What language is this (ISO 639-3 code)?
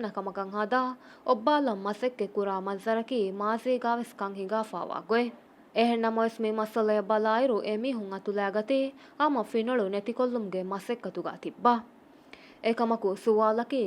div